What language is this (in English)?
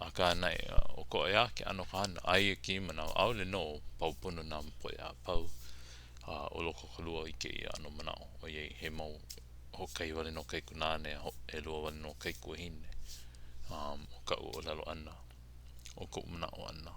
Hawaiian